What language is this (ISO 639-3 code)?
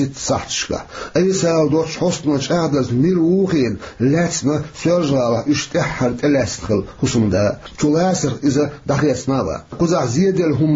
che